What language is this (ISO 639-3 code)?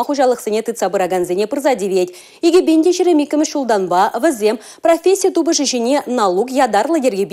chv